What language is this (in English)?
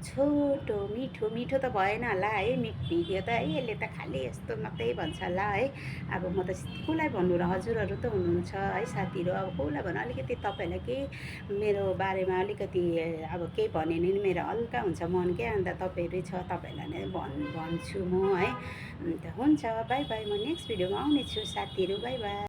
Nepali